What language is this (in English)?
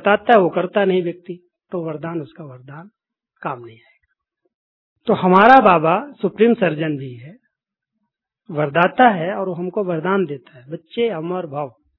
Hindi